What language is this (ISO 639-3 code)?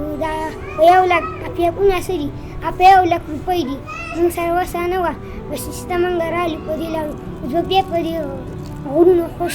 pus